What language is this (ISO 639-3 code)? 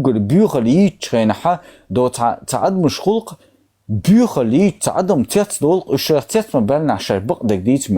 che